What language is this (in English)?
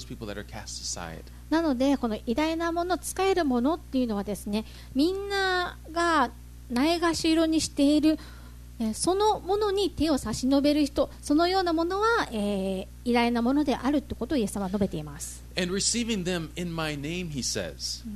Japanese